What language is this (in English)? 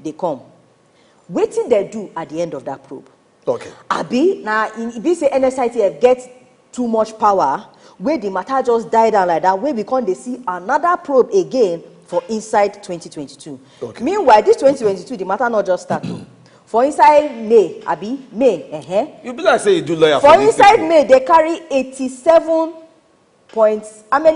Nigerian Pidgin